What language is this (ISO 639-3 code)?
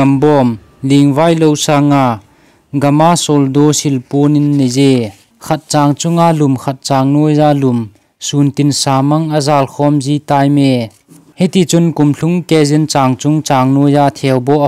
tcz